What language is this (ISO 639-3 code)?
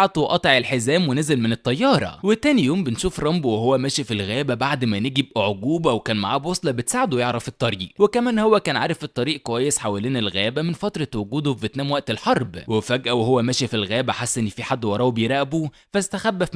arz